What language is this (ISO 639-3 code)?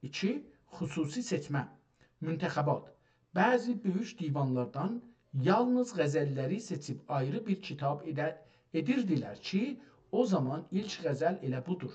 azb